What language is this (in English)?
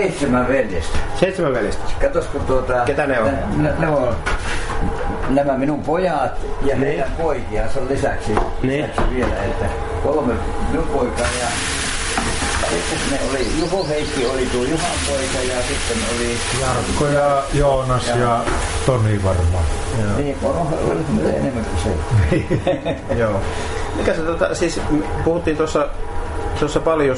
Finnish